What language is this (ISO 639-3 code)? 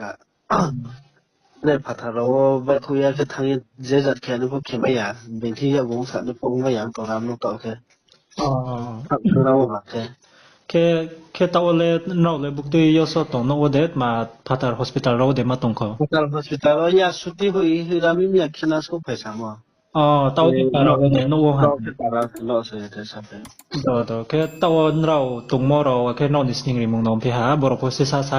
ria